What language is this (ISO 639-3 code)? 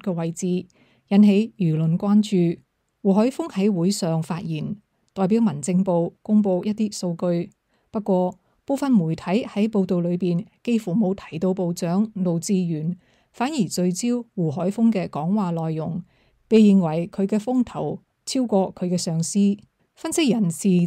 yue